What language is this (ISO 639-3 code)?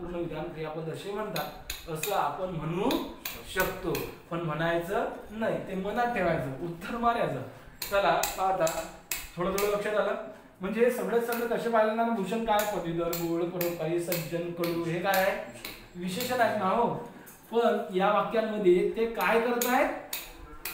mar